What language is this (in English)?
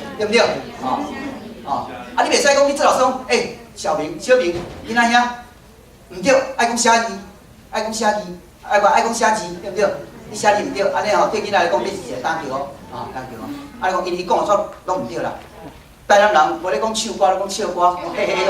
Min Nan Chinese